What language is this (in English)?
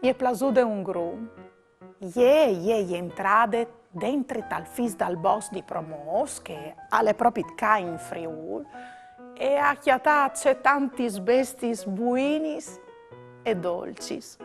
Friulian